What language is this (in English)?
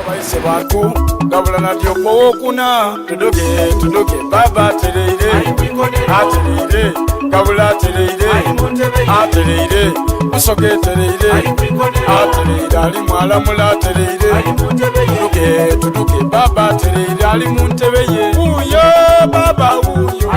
Soga